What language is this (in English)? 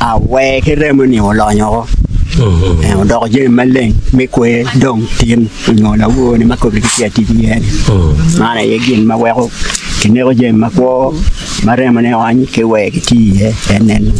Acoli